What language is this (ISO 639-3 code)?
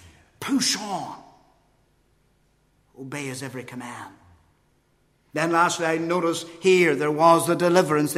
eng